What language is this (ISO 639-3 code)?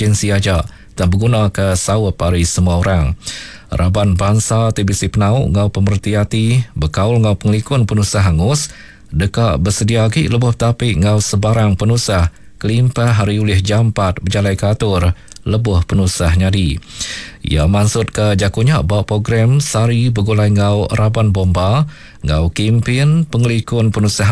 iba